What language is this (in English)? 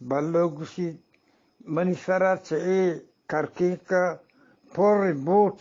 Eastern Balochi